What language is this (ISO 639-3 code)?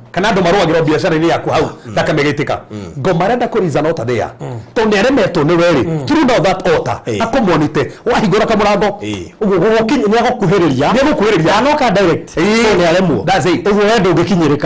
kik